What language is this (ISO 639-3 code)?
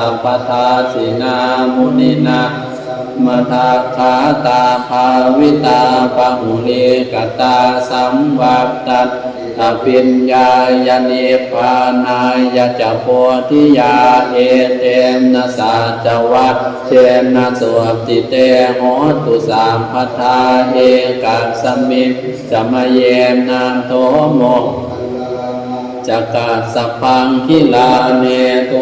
pli